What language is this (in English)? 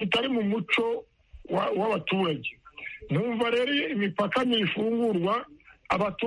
Kinyarwanda